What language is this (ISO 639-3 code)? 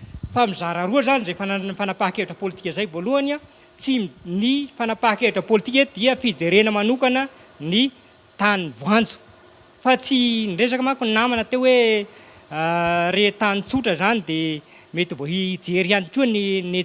mlg